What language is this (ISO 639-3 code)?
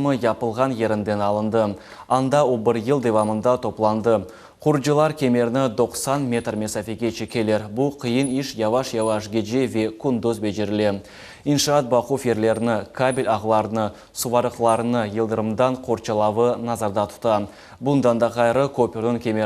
crh